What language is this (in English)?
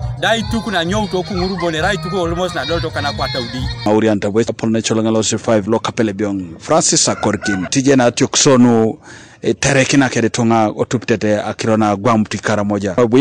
Teso